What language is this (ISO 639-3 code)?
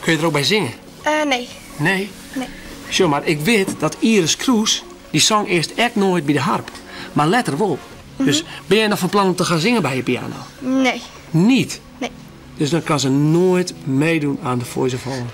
fry